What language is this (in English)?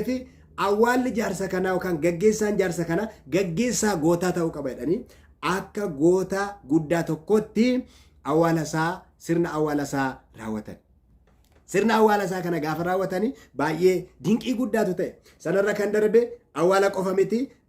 Oromo